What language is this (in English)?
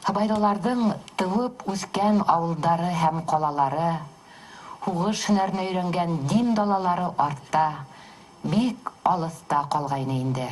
Bashkir